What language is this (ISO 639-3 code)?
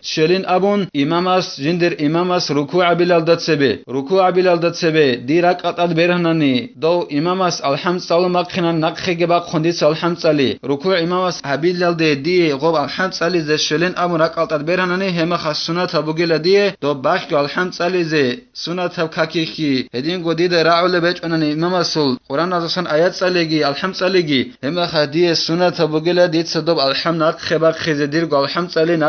ava